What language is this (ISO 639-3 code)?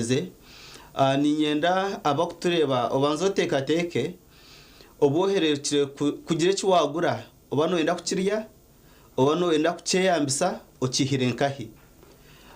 nyn